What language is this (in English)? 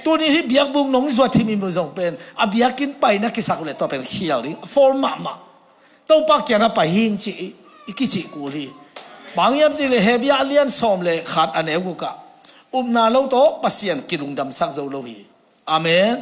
Tedim Chin